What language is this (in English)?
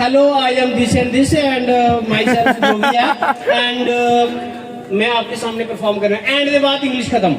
Dogri